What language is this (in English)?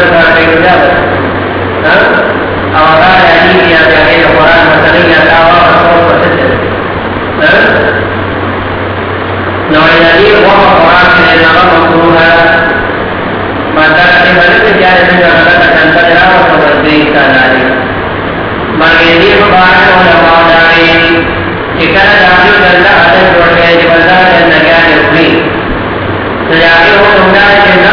Urdu